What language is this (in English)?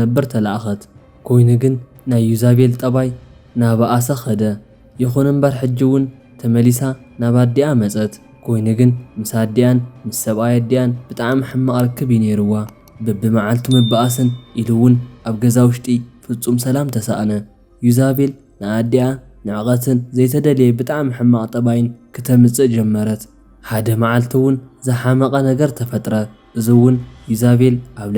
Tigrinya